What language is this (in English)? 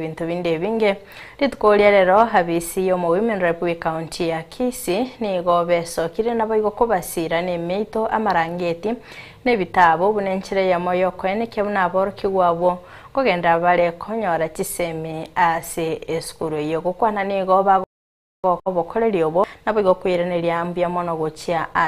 Gusii